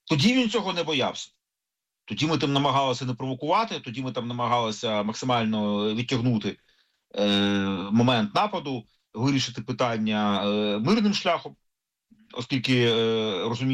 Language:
Ukrainian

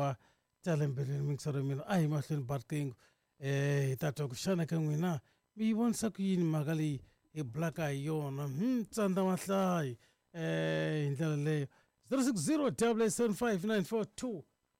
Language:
Tsonga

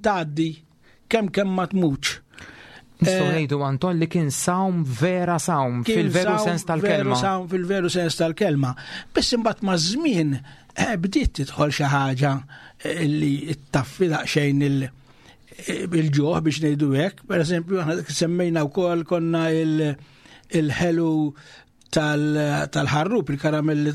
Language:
Maltese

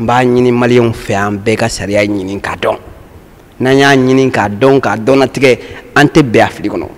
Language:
Bambara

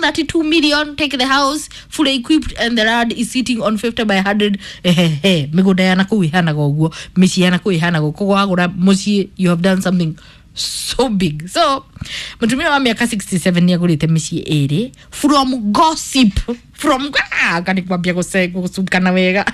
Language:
Kikuyu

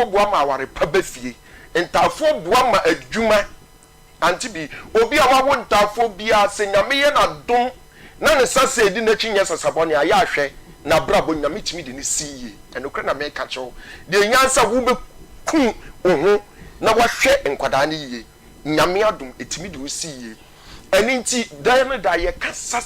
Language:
Akan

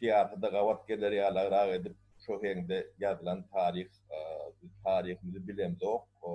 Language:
Turkmen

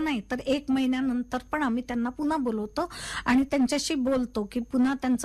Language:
Marathi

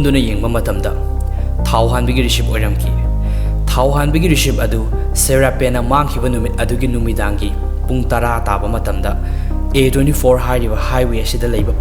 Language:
Manipuri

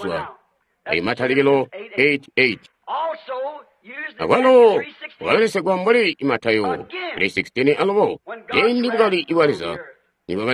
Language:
Tonga (Zambia)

